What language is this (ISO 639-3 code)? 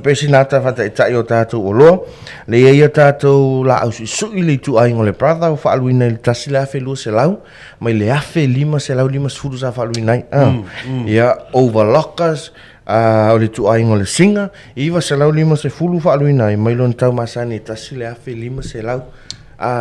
smo